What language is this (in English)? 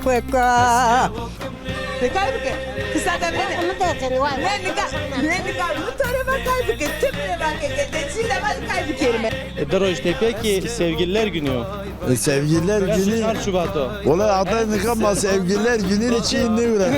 Zaza